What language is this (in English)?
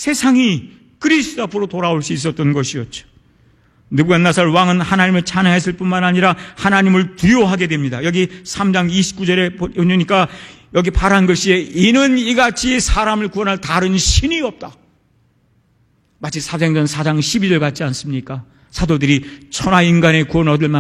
Korean